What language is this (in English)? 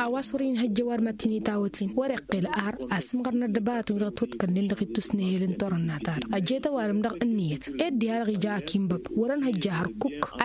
Tamasheq